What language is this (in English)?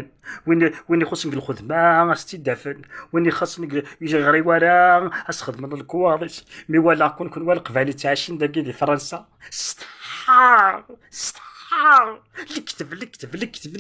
Kabyle